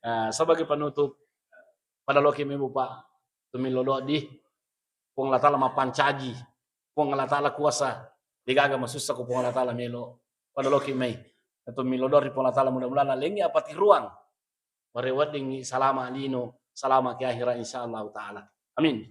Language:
Buginese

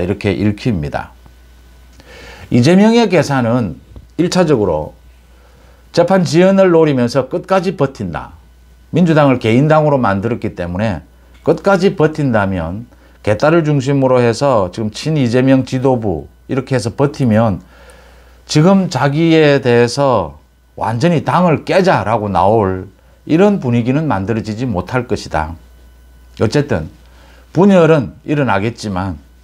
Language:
Korean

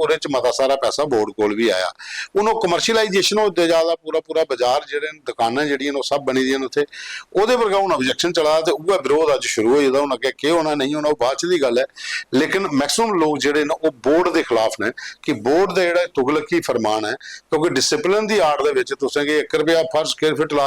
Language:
Dogri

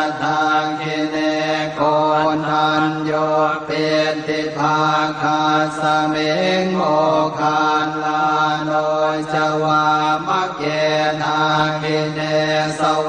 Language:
Pali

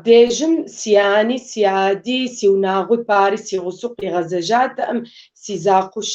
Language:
Kabardian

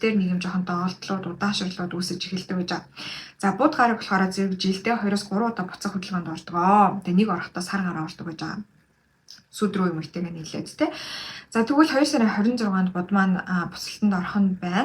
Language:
Mongolian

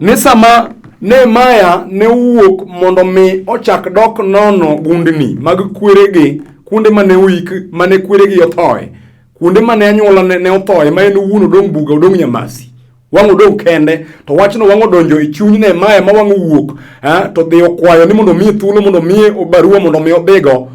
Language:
Luo (Kenya and Tanzania)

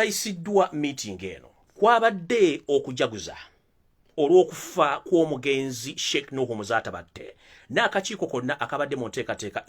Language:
Ganda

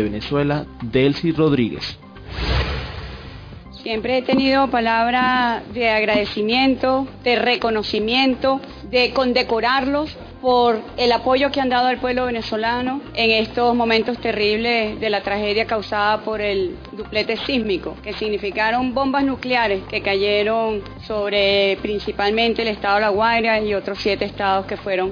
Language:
Spanish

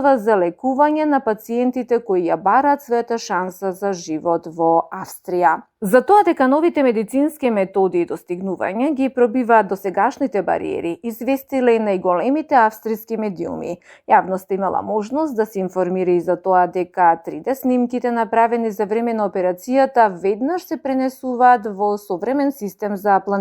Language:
Macedonian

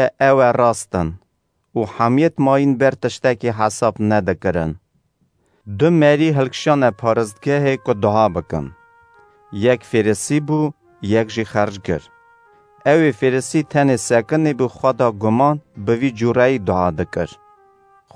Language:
Kurdish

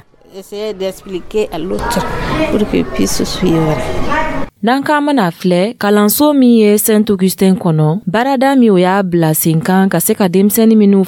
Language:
Dyula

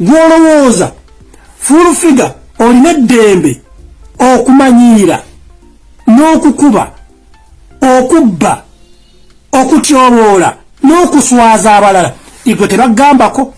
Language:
Ganda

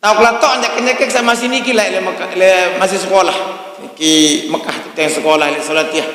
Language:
Sasak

